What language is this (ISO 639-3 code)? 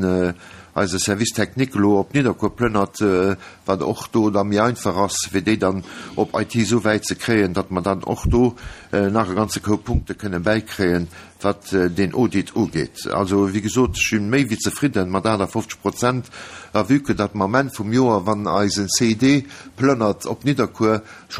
ltz